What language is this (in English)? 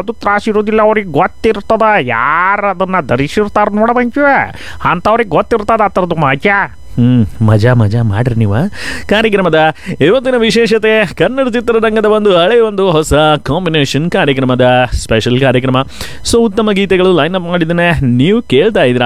Kannada